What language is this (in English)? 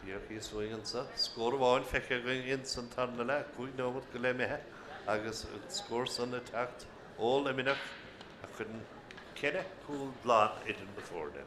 Irish